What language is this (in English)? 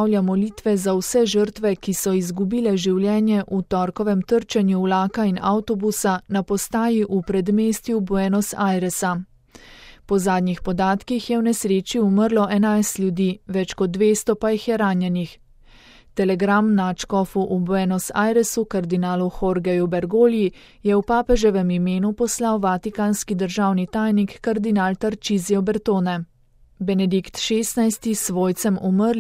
Slovenian